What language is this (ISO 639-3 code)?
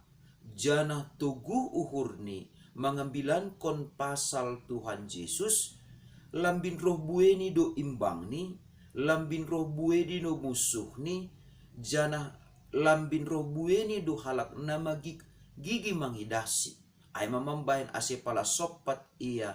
bts